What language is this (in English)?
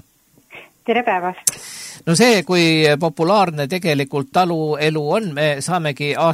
Estonian